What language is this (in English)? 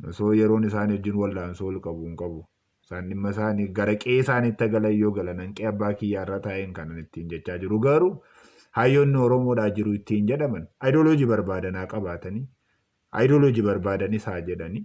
Oromo